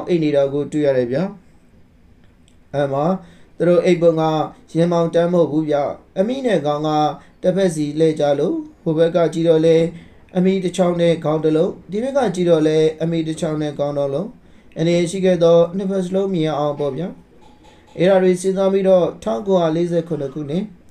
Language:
Burmese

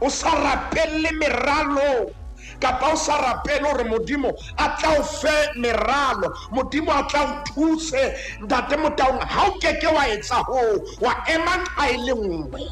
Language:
Southern Sotho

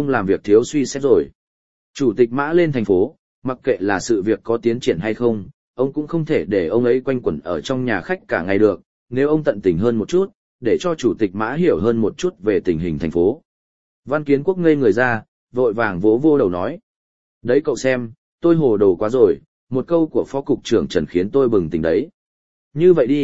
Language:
Vietnamese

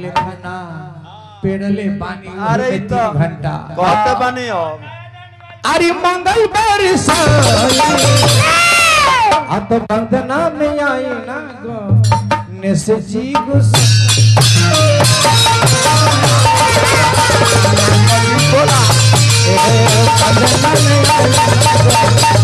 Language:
Bhojpuri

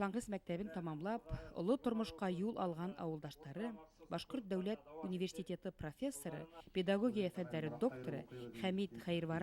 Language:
Bashkir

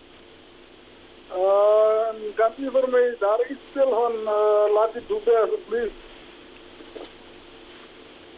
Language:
Afrikaans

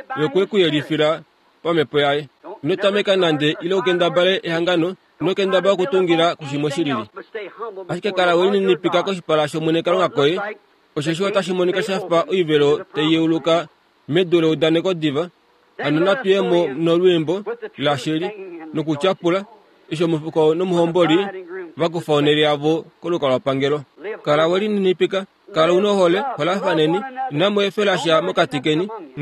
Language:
Kuanyama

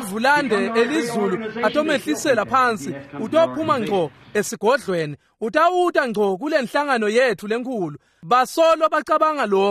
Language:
Swati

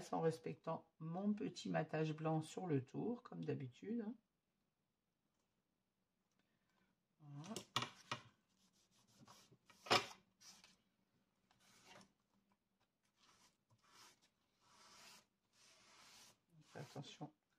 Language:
French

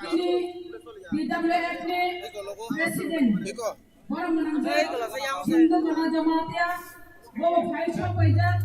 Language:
Kok Borok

